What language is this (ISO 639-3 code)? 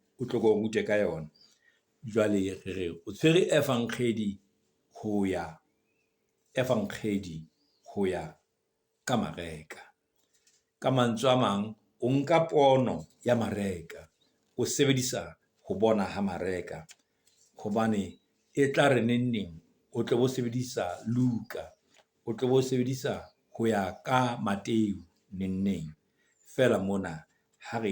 sot